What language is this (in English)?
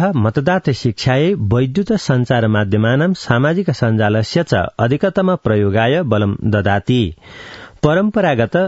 Sanskrit